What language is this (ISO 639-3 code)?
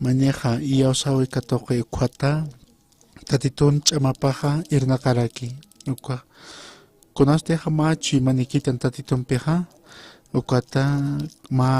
aym